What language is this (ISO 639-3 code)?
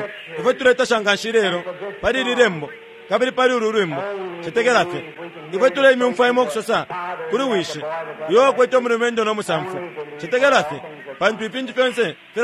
bem